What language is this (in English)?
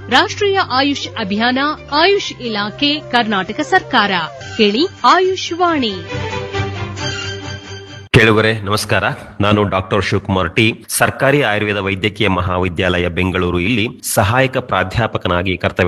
Kannada